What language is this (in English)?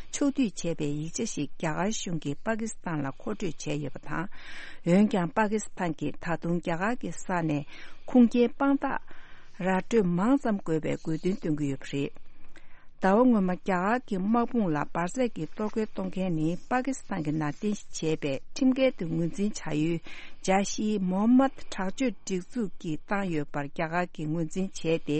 Tibetan